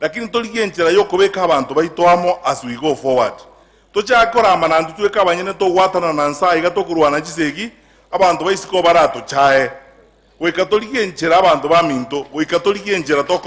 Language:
Gusii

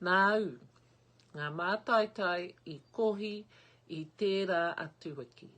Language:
Māori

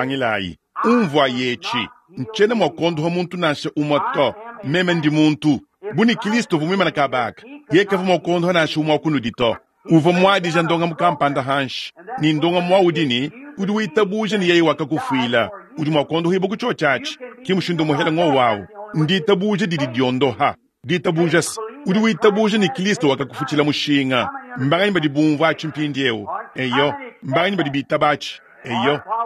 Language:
Luba-Lulua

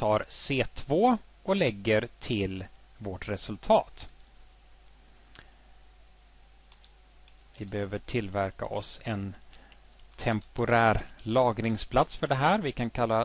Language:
Swedish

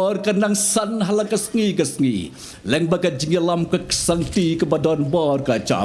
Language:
Khasi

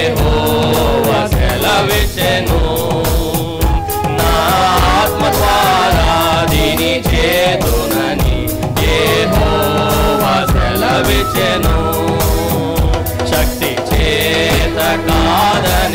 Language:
Telugu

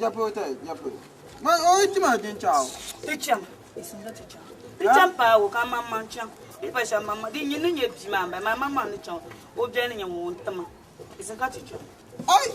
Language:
Dagbani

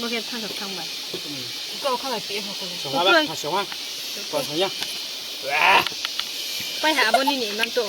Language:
Riang (India)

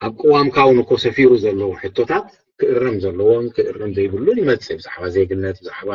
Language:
Tigrinya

